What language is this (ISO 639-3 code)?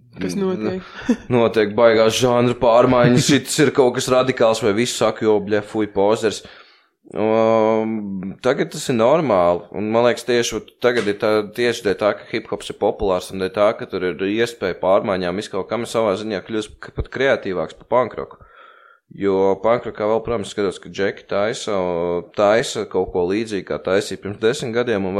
lav